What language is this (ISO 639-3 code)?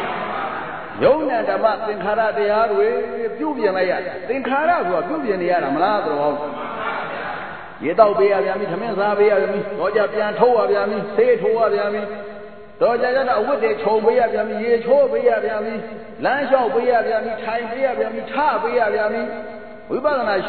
mya